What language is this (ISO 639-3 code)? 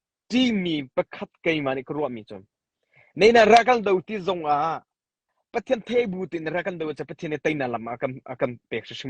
cnh